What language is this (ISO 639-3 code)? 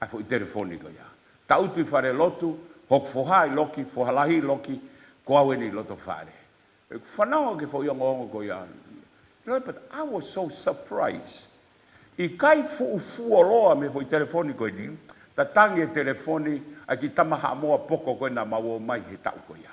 ton